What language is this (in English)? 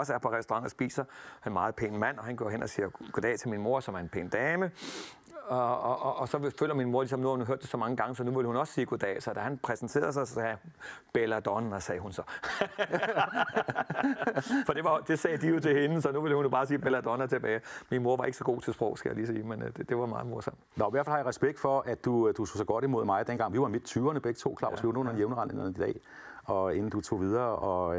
Danish